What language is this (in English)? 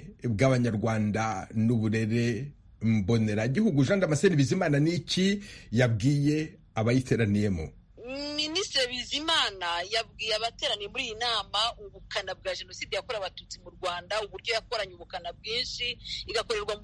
Kinyarwanda